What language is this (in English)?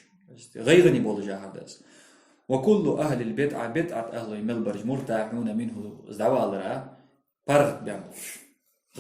Ingush